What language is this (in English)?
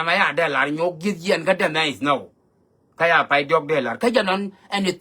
Nuer